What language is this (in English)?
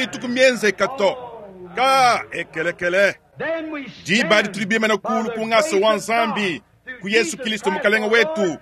Luba-Lulua